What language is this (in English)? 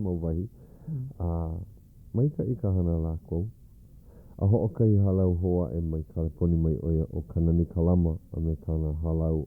Hawaiian